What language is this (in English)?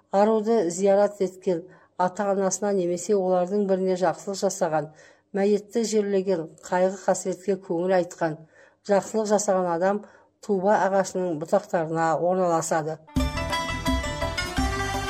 Kazakh